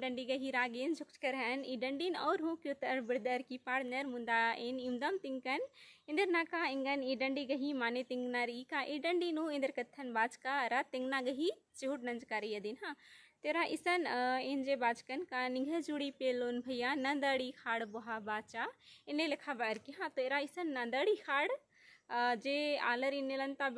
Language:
Kurukh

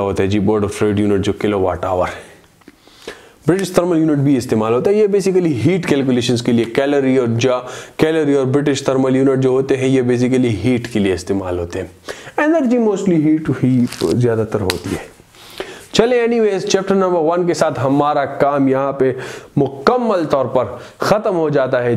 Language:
Hindi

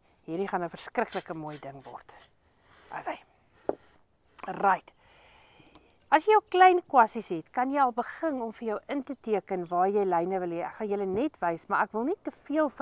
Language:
Afrikaans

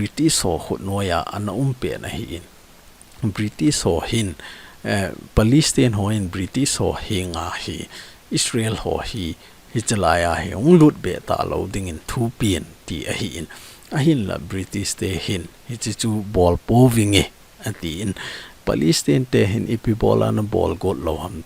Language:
Thado Chin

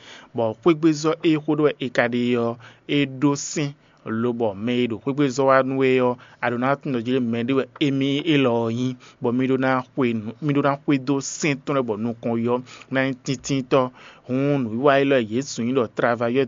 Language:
Fon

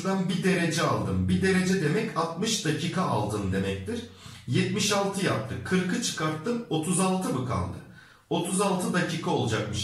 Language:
Turkish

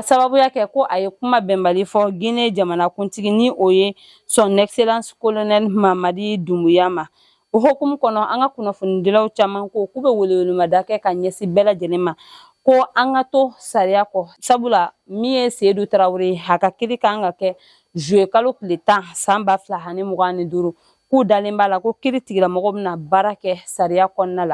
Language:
Bambara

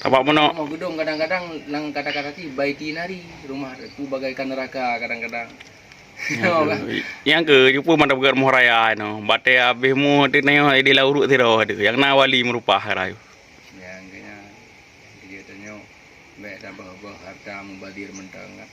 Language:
Achinese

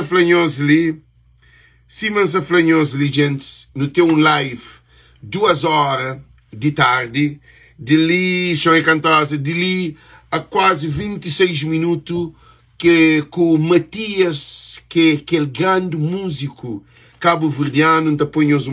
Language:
Kabuverdianu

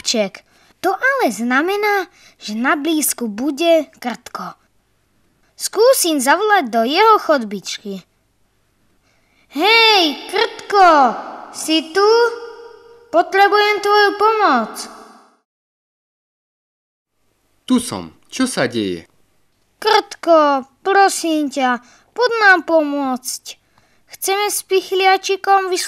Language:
Slovak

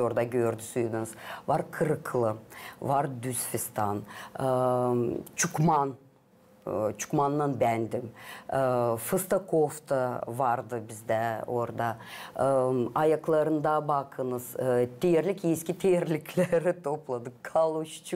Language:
Gagauz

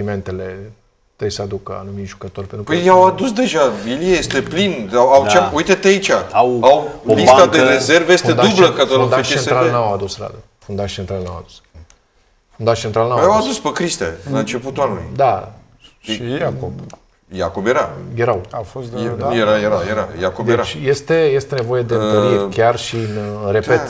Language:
Romanian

